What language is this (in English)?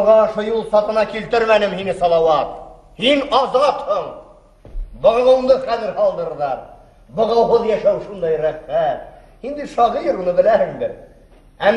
Bashkir